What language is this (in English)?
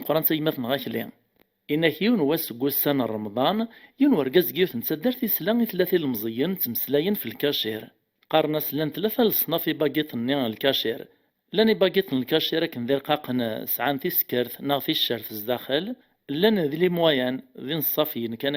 Kabyle